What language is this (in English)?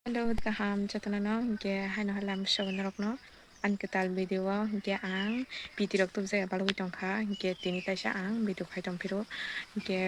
Kok Borok